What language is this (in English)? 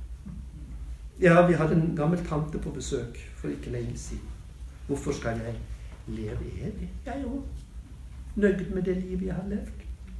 Norwegian